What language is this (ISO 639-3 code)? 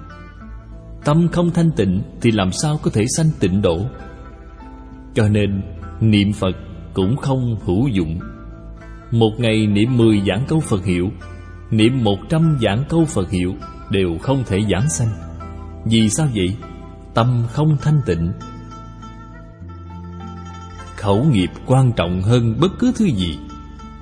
vie